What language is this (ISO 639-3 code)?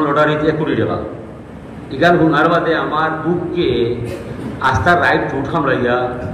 syl